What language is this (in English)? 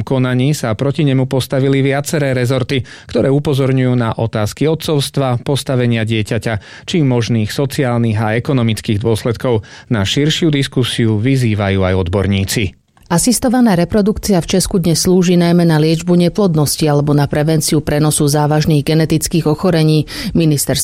Slovak